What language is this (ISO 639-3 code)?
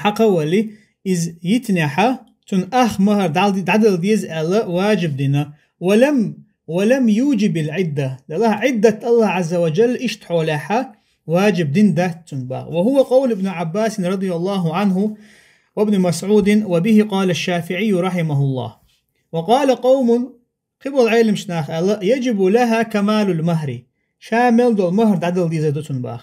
che